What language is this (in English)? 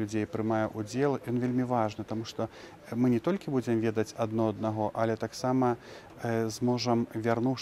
Belarusian